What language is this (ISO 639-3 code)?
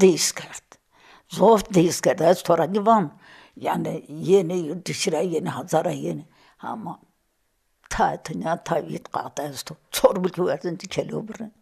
zza